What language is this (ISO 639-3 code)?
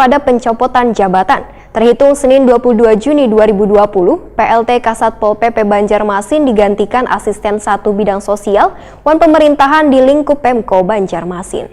bjn